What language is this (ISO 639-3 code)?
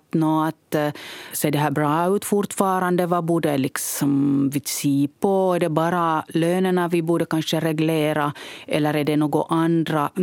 swe